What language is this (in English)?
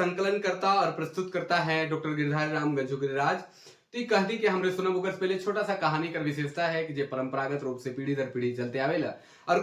Sadri